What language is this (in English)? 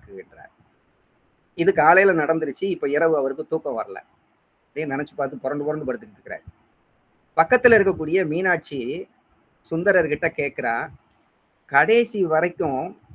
Tamil